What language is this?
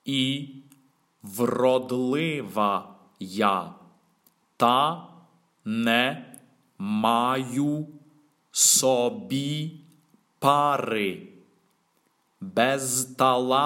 Ukrainian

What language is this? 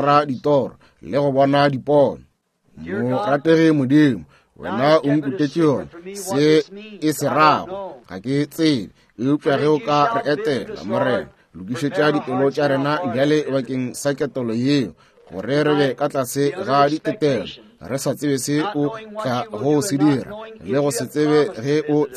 Northern Sotho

